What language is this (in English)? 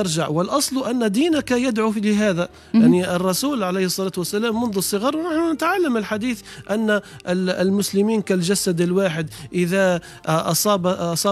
Tunisian Arabic